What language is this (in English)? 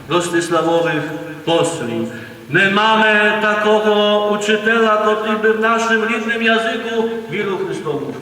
Rusyn